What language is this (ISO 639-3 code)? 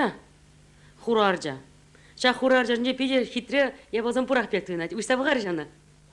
chv